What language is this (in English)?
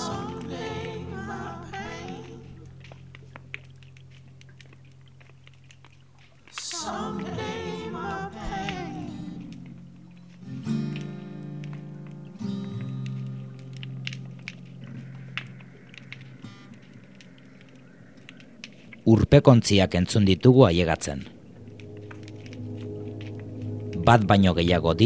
Basque